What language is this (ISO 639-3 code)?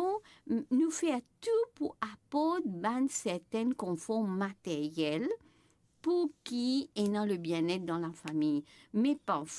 mfe